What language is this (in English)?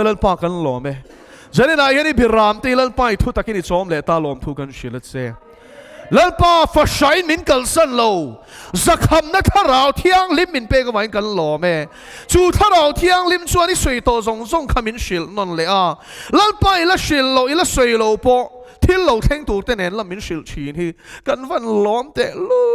Mizo